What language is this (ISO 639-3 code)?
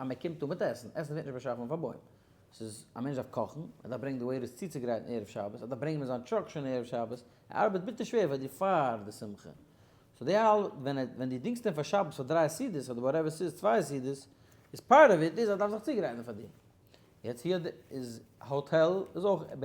yid